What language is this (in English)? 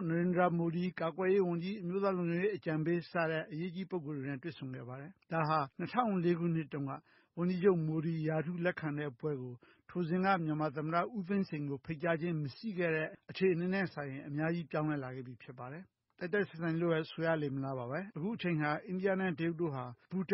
Burmese